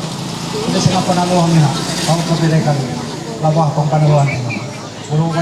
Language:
Ma'anyan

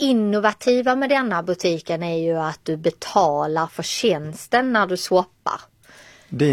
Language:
Swedish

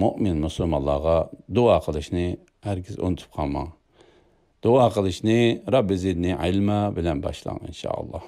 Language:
Uyghur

